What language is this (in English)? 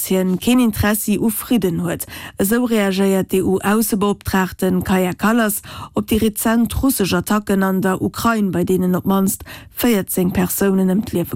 Luxembourgish